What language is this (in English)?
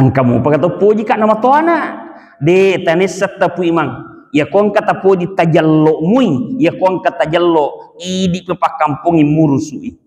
Buginese